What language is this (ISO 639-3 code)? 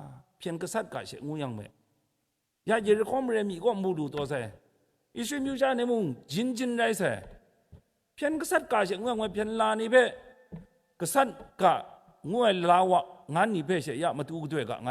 kac